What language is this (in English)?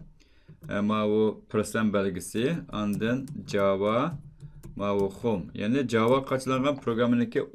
Uyghur